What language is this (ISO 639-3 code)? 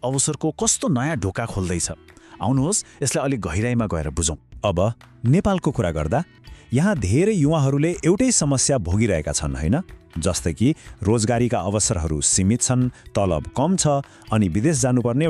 nep